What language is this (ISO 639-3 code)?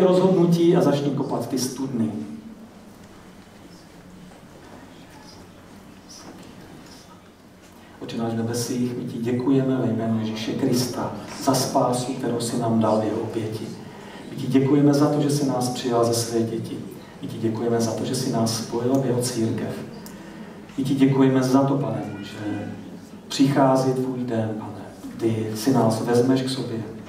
ces